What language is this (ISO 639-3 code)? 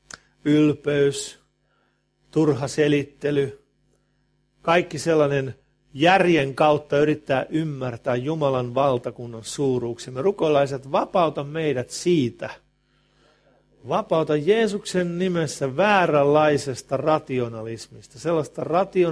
fin